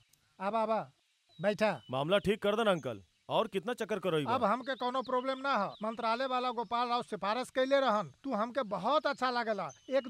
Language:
Bhojpuri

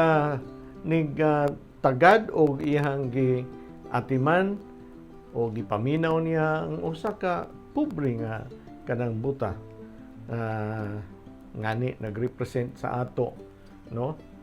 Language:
Cebuano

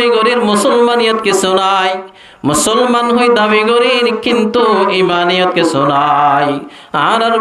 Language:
Rohingya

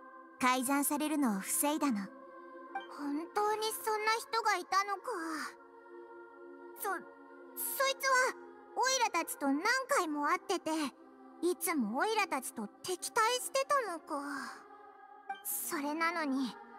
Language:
Japanese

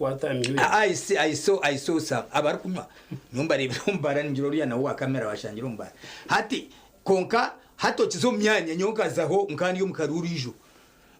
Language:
Nyankole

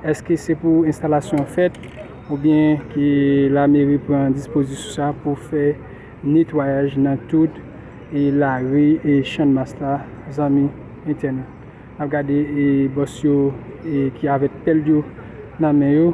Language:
Haitian Creole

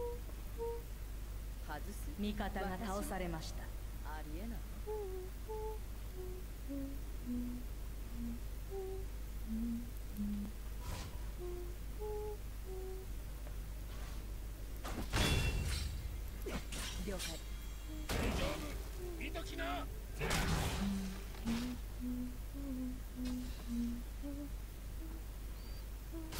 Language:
Japanese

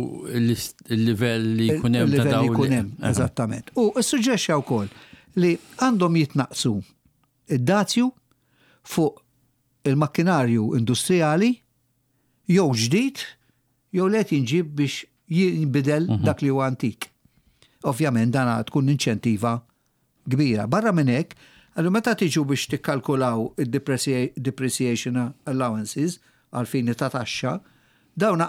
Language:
Maltese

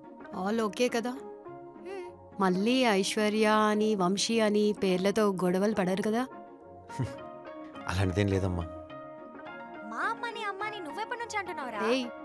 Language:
Telugu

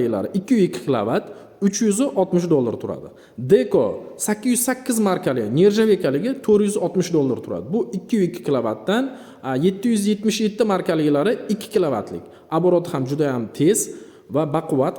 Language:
Uzbek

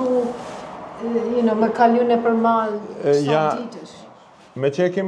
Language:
Albanian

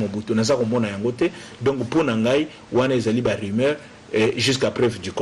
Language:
Lingala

